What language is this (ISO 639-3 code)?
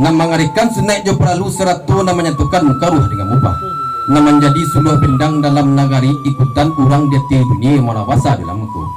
min